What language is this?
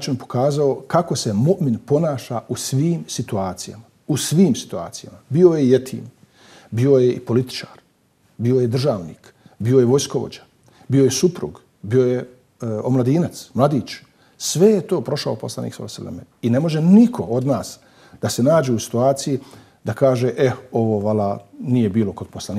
Bosnian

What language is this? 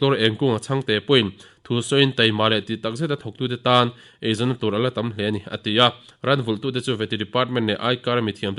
Mizo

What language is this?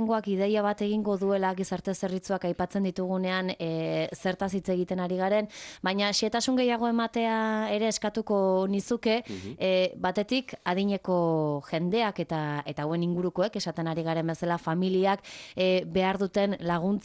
Basque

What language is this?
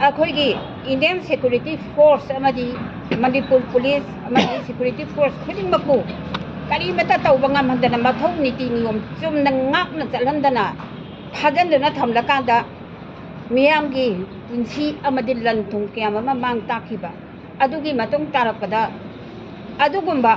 Manipuri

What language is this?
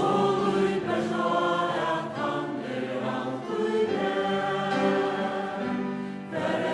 Faroese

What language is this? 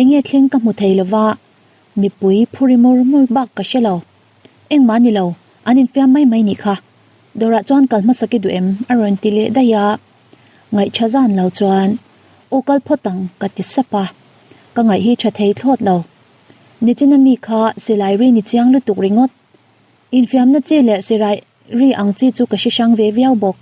Mizo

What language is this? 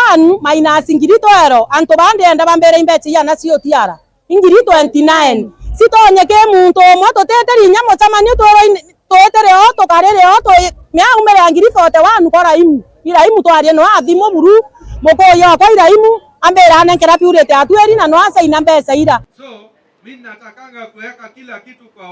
Meru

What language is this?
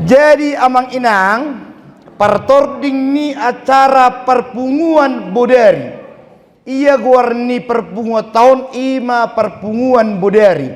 Batak Toba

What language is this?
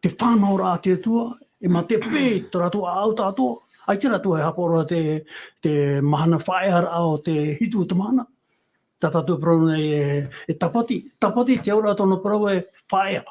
Tahitian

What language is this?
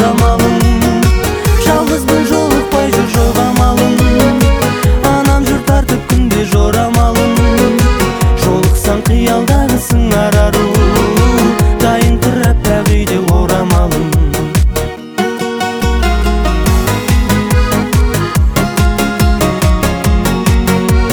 Kazakh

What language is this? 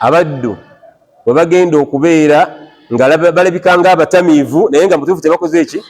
Ganda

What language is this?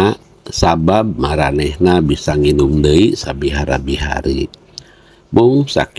Sundanese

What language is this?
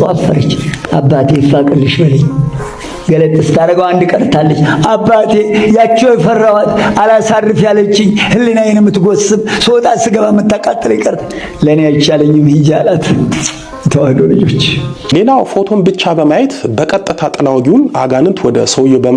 Amharic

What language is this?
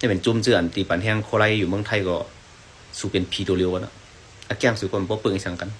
Shan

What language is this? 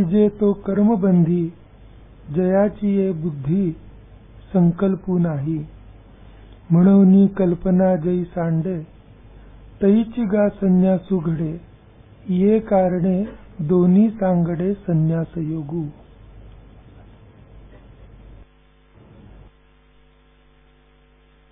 Marathi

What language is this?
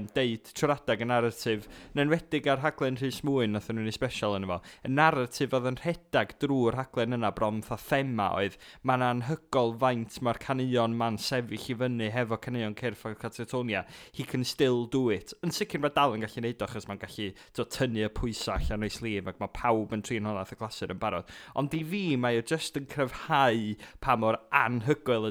Welsh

